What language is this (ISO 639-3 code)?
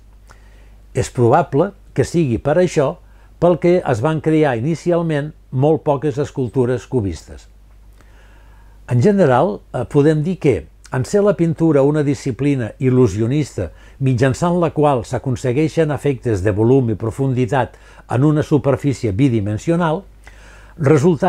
cat